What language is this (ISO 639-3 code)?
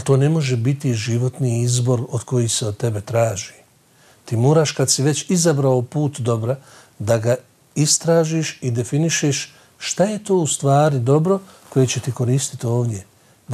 bos